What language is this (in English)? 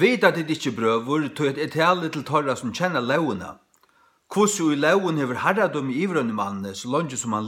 Faroese